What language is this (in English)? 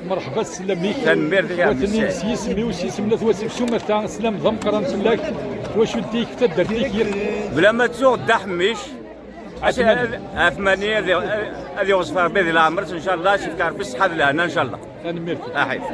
Kabyle